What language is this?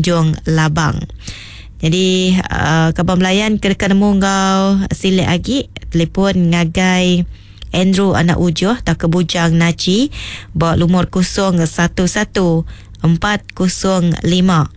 Iban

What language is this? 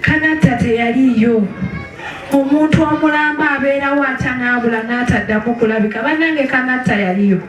Ganda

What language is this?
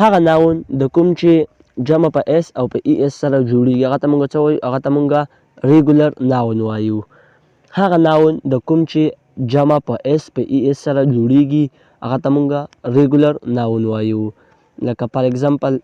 Pashto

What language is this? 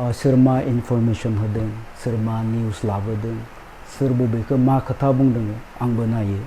Bodo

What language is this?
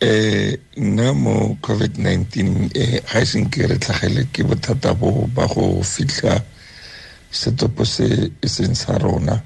Tswana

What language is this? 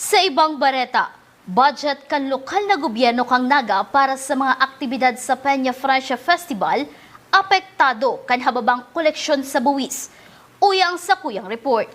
Bikol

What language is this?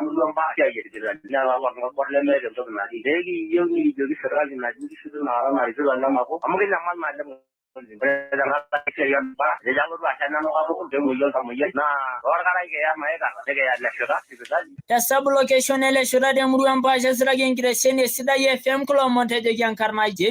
Masai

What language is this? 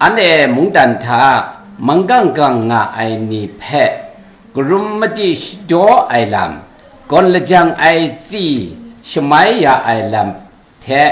Kachin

